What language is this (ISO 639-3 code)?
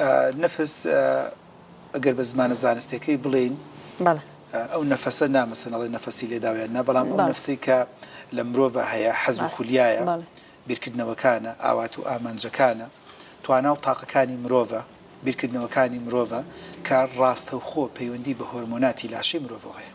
ckb